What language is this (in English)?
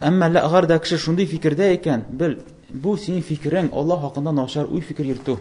Tatar